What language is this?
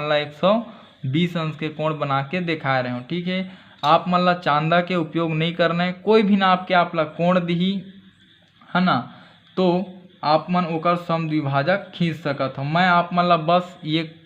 Chhattisgarhi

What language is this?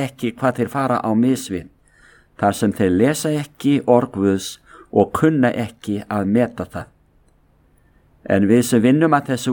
Icelandic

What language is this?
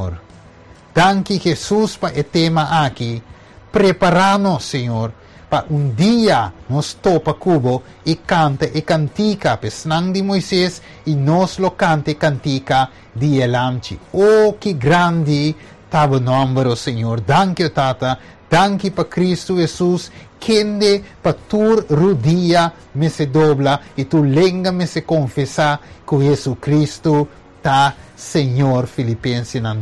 Papiamento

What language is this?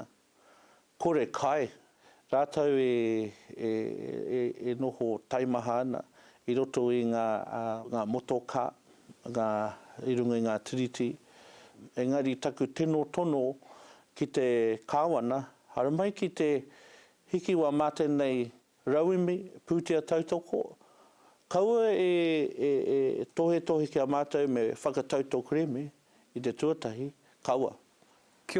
Māori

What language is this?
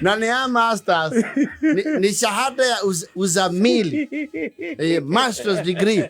Kikuyu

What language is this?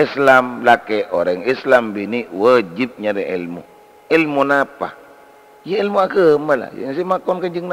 Madurese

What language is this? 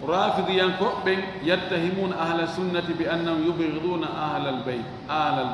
Fula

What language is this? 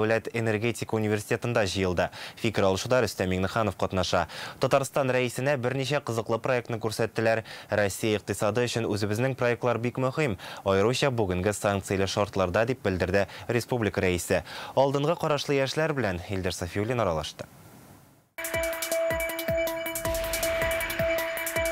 Tatar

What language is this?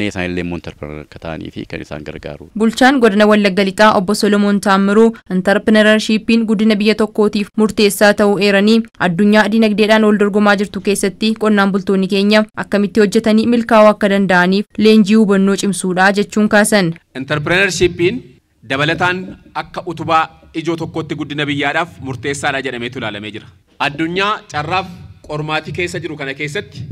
Oromo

